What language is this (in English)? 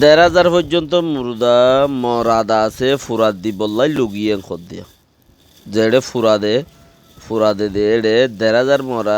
Rohingya